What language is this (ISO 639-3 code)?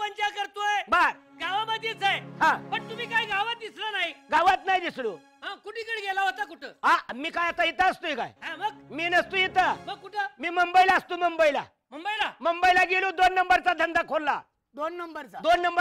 mar